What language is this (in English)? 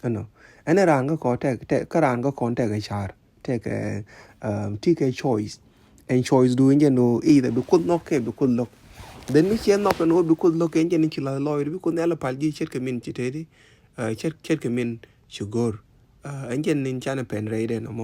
Nuer